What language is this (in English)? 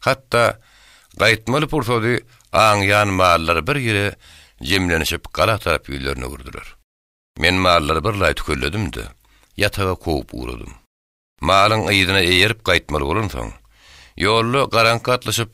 Turkmen